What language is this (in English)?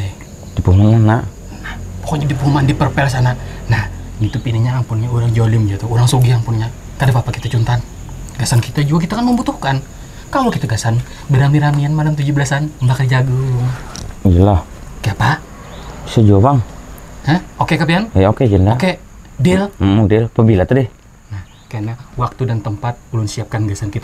Banjar